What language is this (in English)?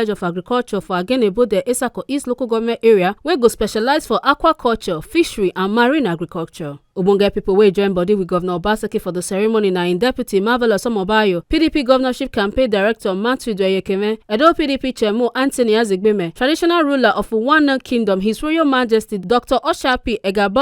Nigerian Pidgin